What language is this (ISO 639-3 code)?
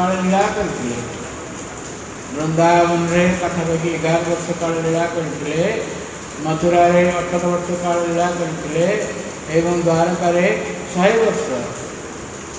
ori